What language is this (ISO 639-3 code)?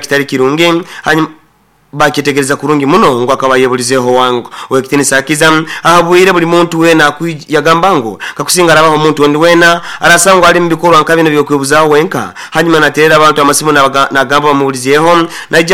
nyo